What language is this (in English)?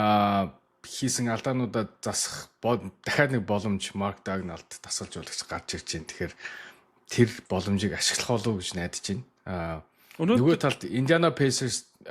Mongolian